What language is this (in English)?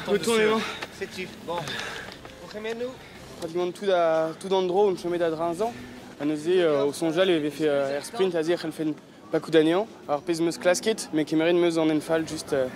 Breton